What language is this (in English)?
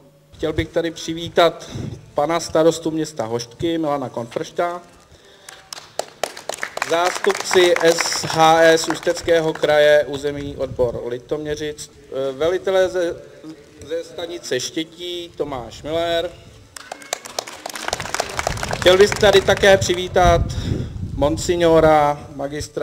Czech